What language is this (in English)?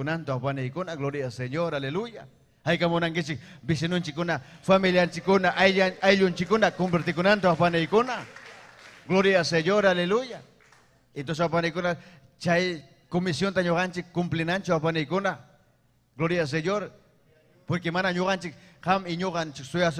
Ayacucho Quechua